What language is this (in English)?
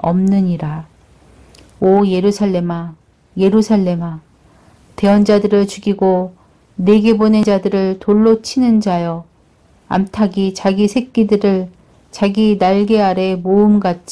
Korean